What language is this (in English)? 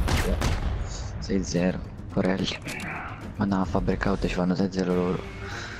Italian